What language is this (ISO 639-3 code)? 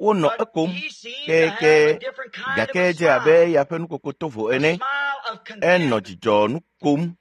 ewe